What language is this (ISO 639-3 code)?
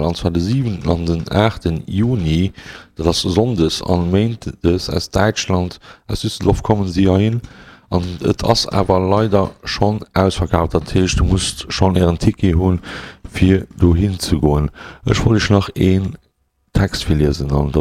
ltz